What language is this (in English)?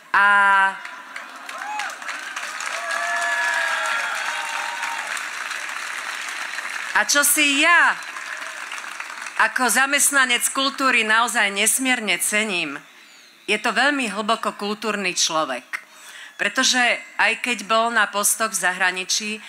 Slovak